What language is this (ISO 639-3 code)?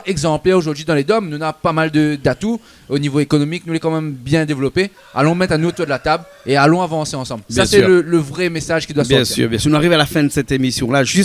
rcf